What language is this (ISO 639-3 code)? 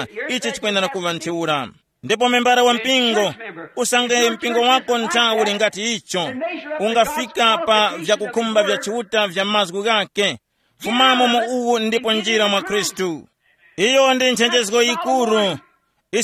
tum